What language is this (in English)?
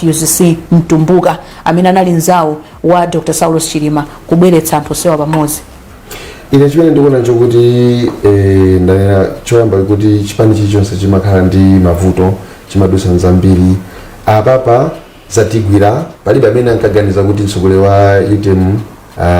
Nyanja